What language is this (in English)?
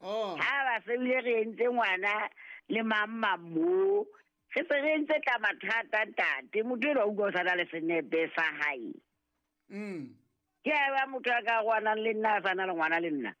Southern Sotho